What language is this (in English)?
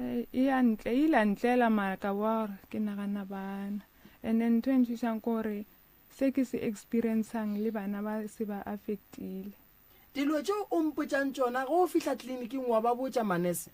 Northern Sotho